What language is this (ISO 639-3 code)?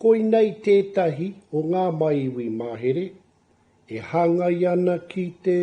mri